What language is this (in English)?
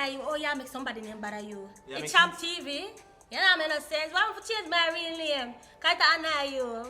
Jamaican Creole English